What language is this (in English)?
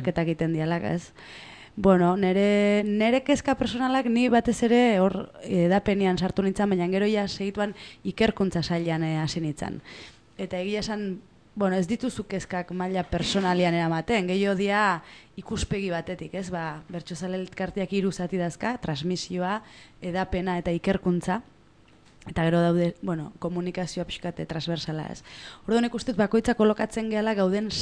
Basque